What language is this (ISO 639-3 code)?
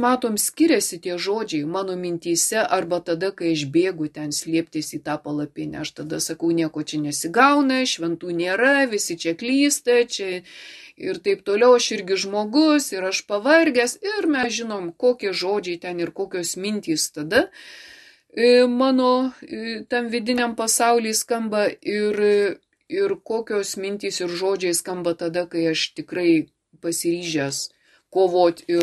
lit